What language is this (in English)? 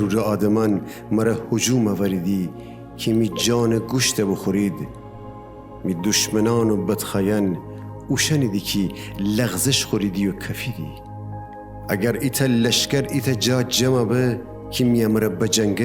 Gilaki